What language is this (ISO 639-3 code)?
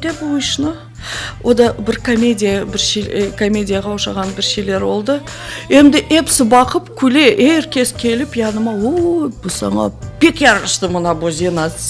crh